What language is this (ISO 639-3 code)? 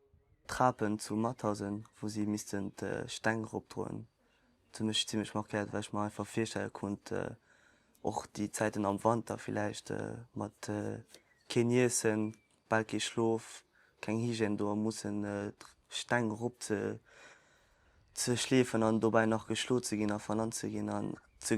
ltz